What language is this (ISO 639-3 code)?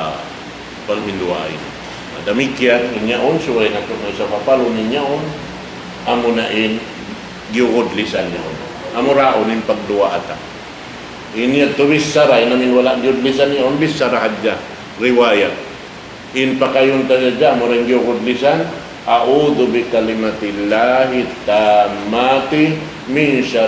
tsg